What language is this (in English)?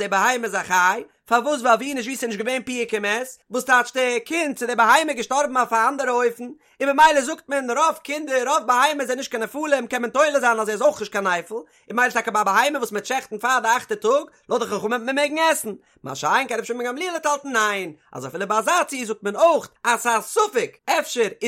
Yiddish